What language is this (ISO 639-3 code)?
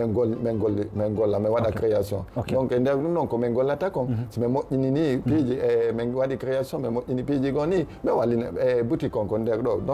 ful